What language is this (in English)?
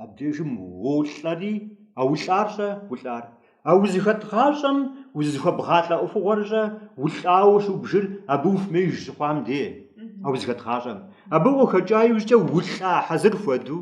Kabardian